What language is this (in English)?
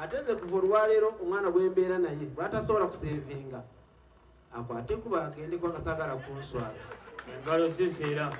Ganda